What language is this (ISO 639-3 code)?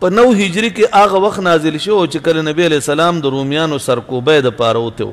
pus